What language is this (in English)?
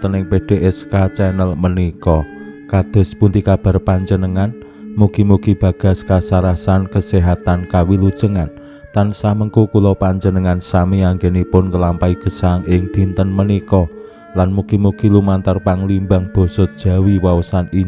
Javanese